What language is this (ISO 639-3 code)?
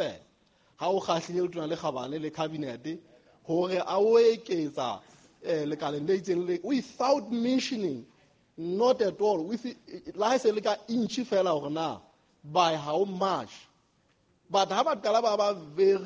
sot